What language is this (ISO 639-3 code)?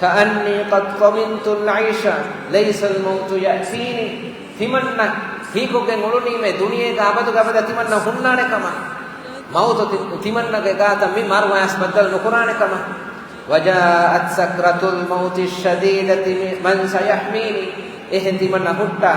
div